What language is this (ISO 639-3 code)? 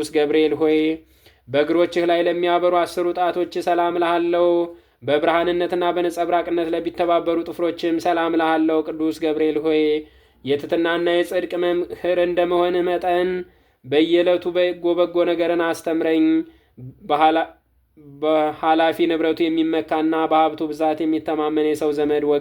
amh